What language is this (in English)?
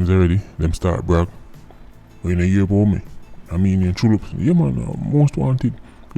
Jamaican Creole English